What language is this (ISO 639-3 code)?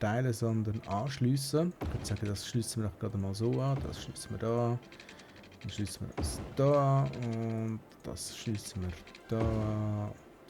gsw